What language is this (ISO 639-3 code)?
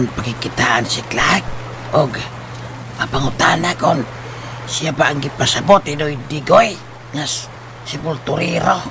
ceb